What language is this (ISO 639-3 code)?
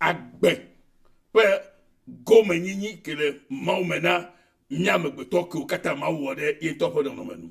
ewe